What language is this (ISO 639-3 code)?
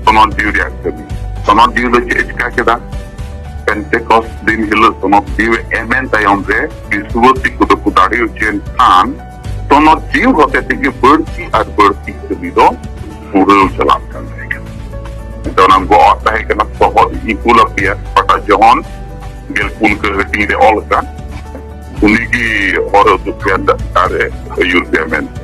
sat